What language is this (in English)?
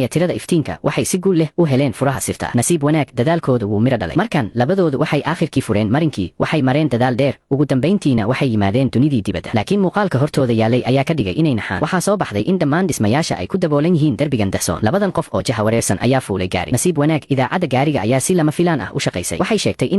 Somali